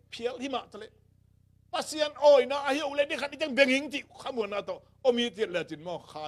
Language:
Tedim Chin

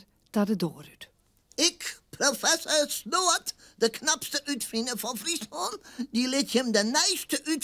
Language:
Western Frisian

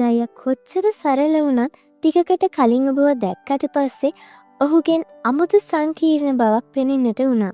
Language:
Sinhala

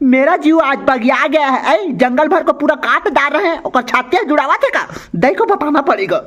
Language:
Chhattisgarhi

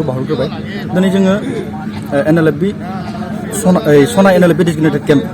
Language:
Bodo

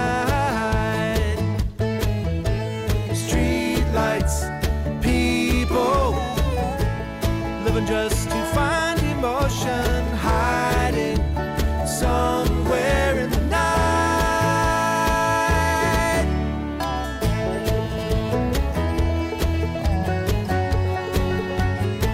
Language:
English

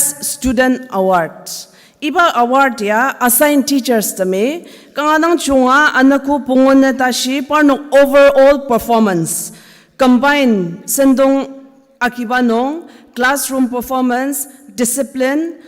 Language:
Ao Naga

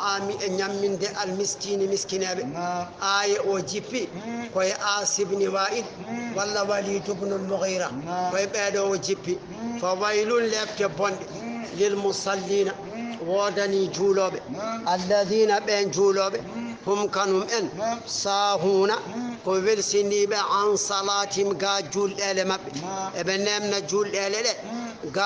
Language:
Fula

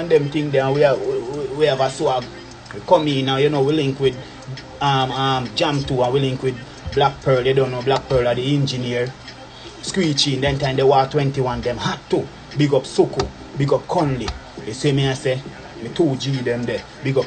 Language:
Jamaican Creole English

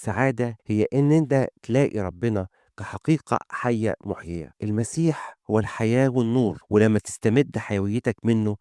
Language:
Egyptian Arabic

